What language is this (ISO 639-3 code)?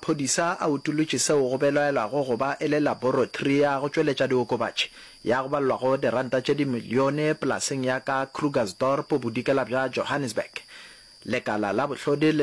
nso